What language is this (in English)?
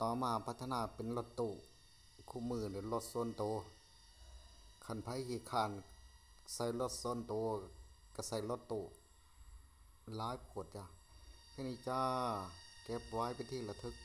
Lao